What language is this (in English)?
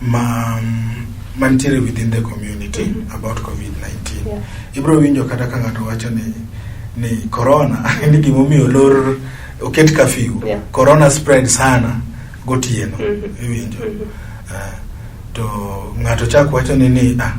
Luo (Kenya and Tanzania)